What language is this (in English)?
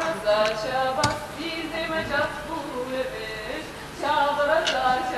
Chuvash